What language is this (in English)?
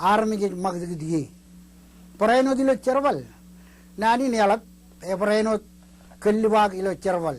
Marshallese